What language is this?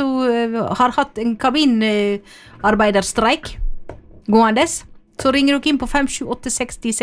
Norwegian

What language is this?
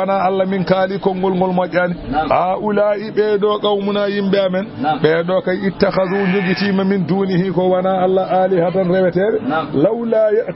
Fula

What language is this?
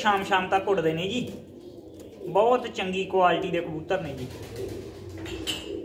Punjabi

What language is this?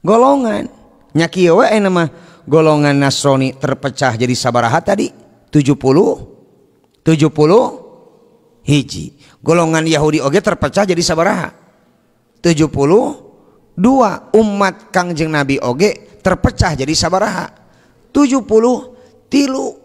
Sundanese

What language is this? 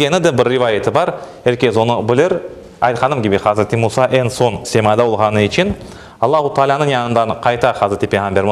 Crimean Tatar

